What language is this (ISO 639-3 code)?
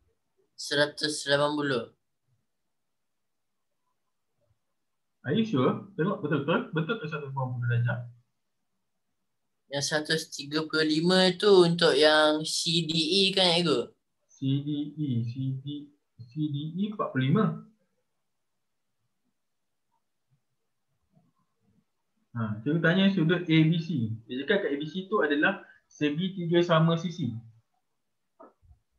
msa